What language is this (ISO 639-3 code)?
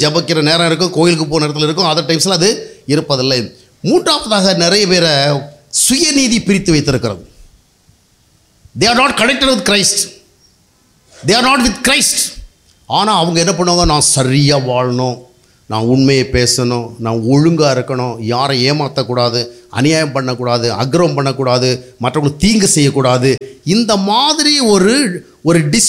tam